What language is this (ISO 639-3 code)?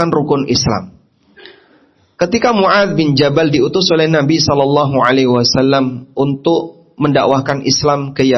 ind